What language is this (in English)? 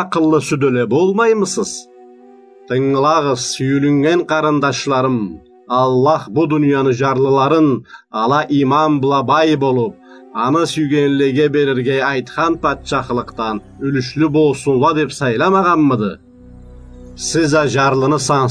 Karachay-Balkar